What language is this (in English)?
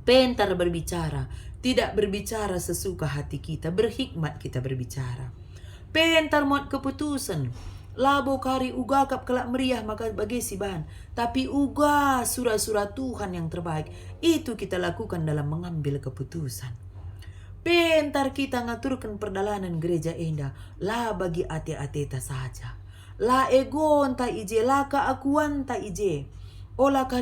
Batak Karo